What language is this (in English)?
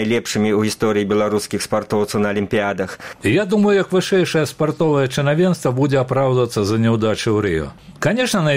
Belarusian